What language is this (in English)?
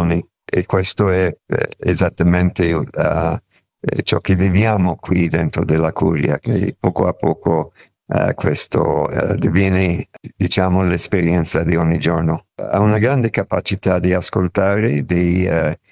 Italian